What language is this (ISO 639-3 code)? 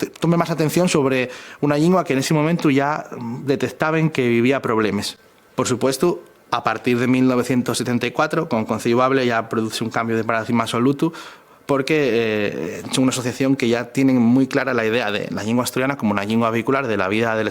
ast